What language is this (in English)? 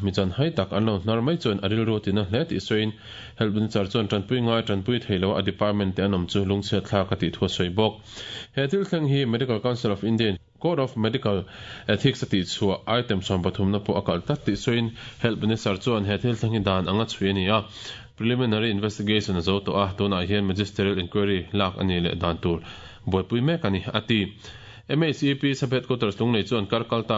Mizo